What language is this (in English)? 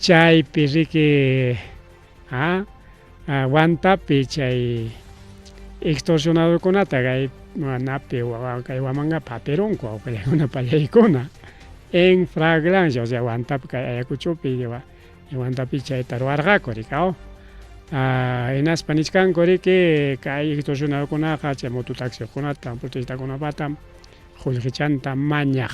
Ayacucho Quechua